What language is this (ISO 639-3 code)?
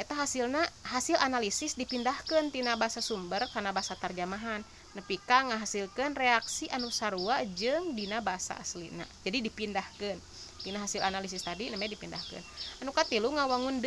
sun